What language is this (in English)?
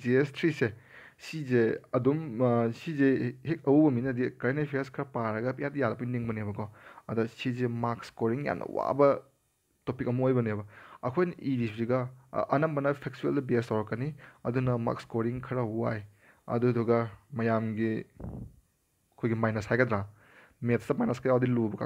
Manipuri